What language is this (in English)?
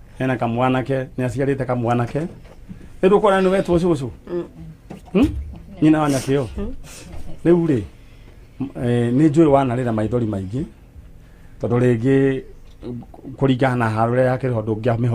Kikuyu